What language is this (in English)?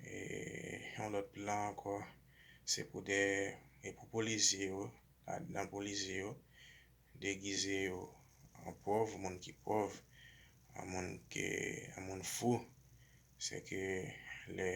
Haitian Creole